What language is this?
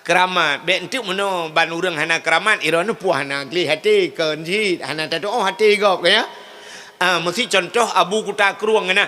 Achinese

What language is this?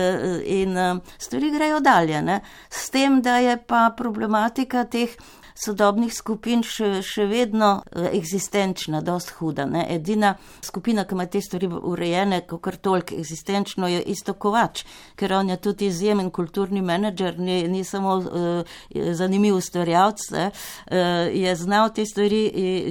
Slovenian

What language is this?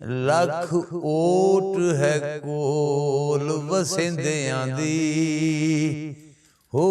Western Panjabi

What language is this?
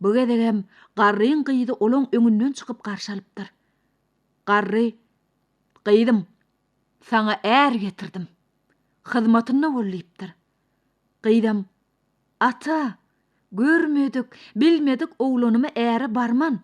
Turkmen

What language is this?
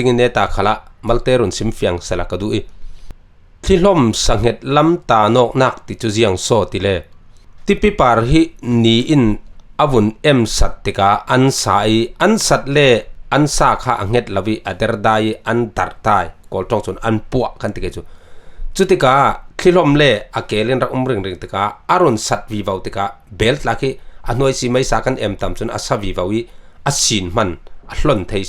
Falam Chin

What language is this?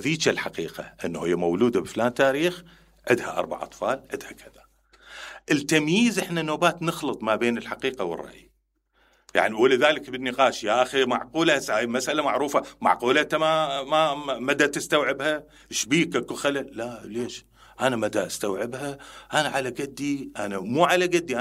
Mesopotamian Arabic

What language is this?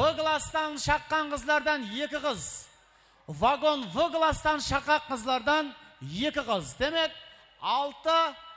Kara-Kalpak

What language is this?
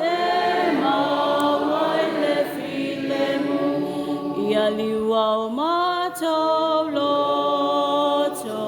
Samoan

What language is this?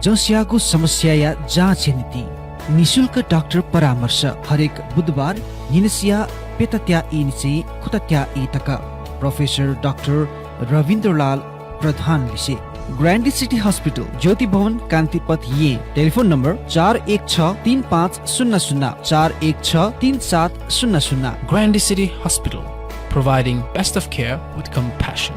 Newari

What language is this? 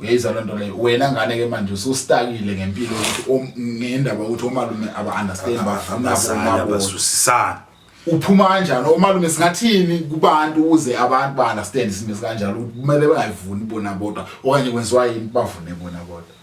Zulu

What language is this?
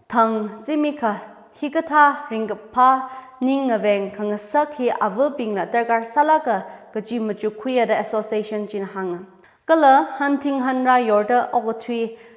Tangkhul Naga (India)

